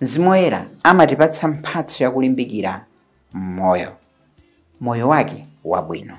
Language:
Nyanja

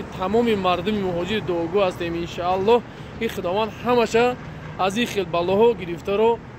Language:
Tajik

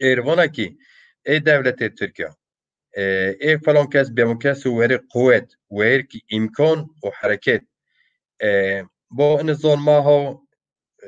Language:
Zaza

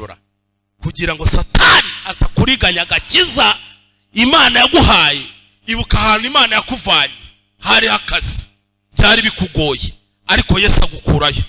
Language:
Kinyarwanda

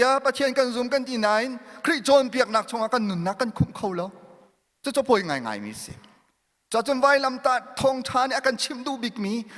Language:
Hakha Chin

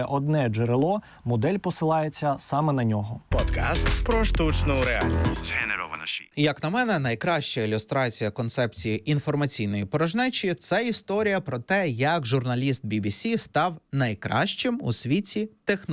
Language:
Ukrainian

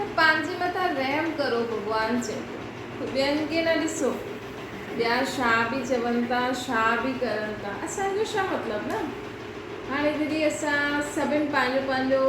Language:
Sindhi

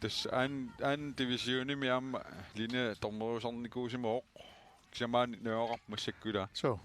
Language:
Kalaallisut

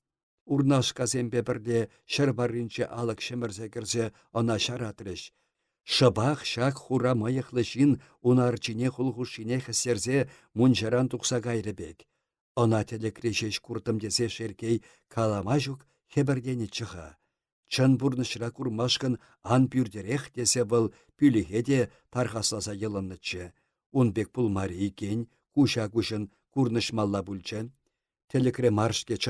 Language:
Chuvash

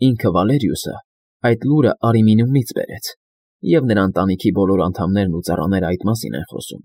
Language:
Armenian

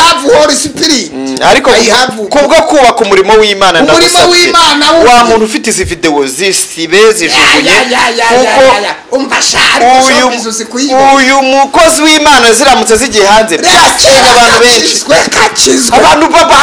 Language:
Kinyarwanda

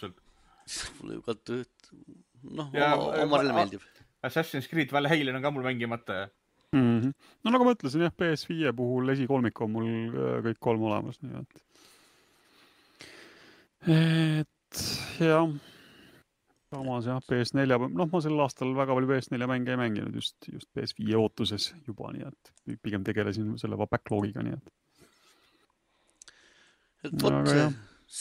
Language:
Estonian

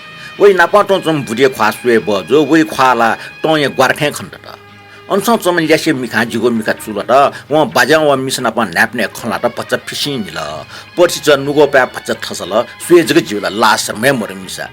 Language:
Newari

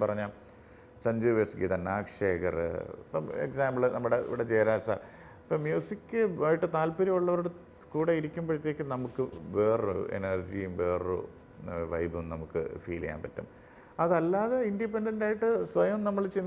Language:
Malayalam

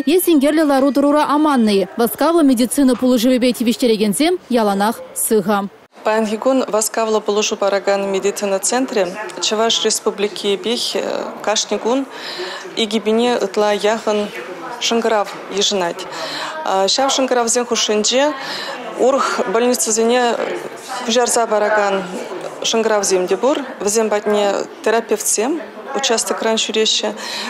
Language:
Chuvash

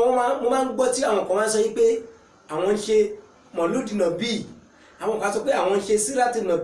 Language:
Yoruba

